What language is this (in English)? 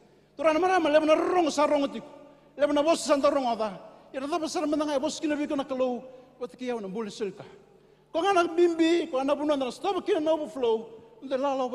Fijian